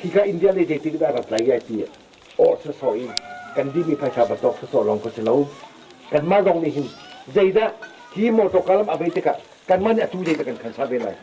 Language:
Hakha Chin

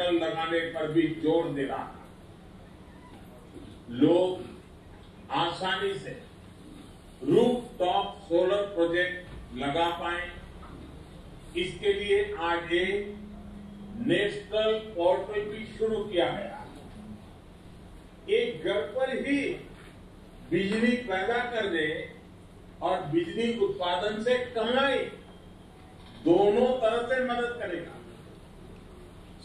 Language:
Hindi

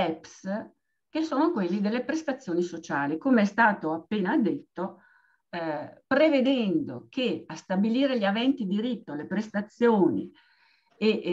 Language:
Italian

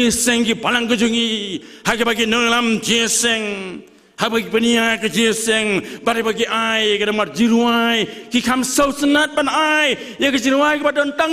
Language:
Khasi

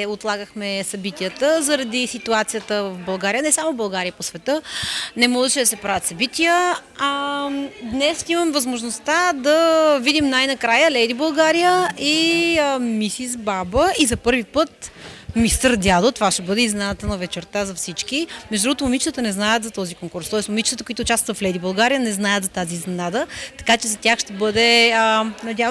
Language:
Bulgarian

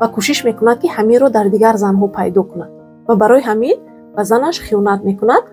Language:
Tajik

